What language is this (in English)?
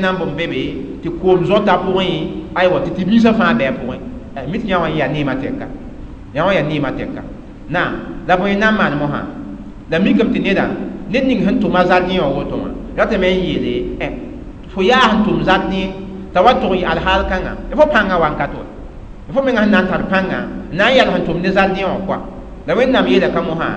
Mossi